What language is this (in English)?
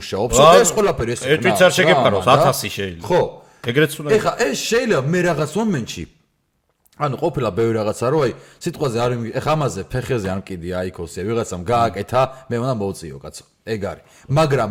Georgian